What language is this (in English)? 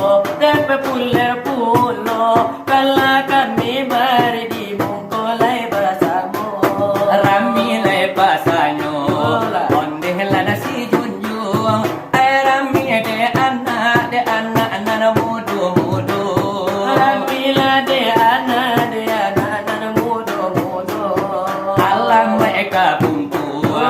Minangkabau